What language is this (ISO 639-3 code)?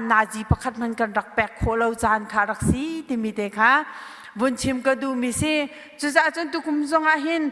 cnh